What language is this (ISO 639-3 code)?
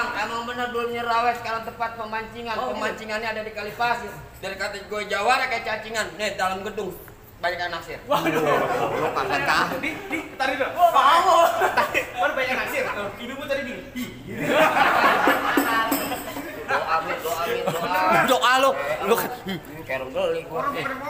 bew